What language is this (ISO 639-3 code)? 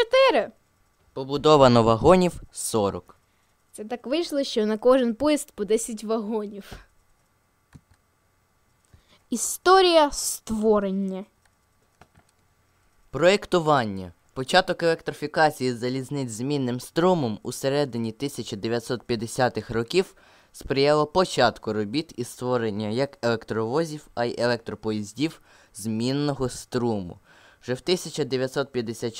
ukr